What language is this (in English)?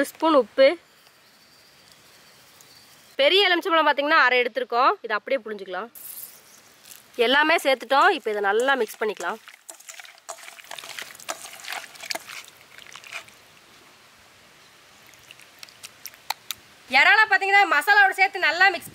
Tamil